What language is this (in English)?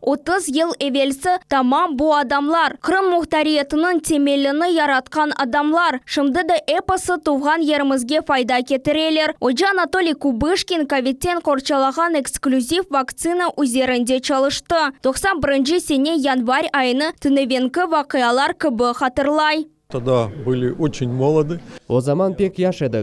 Crimean Tatar